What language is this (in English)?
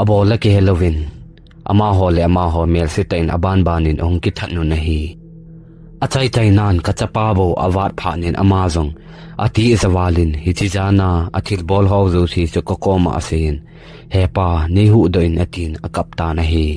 Thado Chin